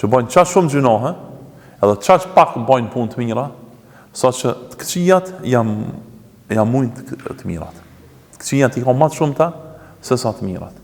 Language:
Albanian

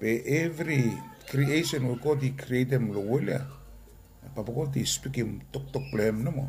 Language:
Bislama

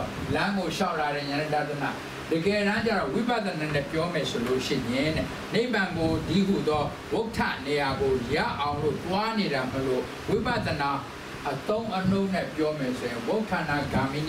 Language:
Burmese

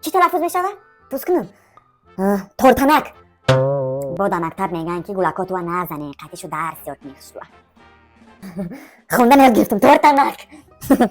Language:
Tajik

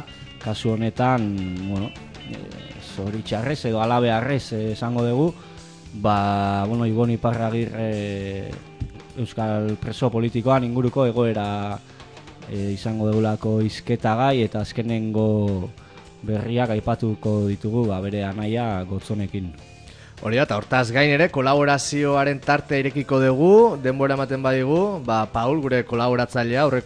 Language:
Basque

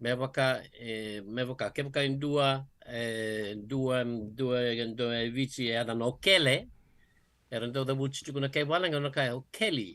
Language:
Fijian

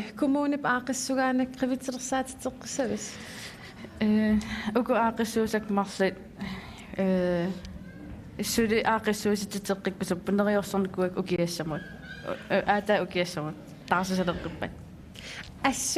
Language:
Kalaallisut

